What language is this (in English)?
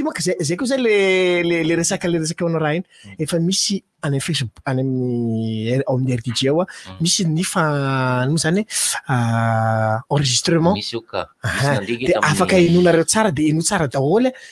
Malagasy